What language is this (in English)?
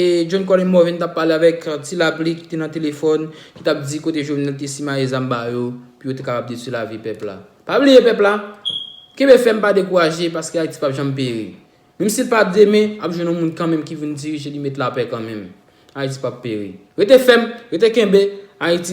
Haitian Creole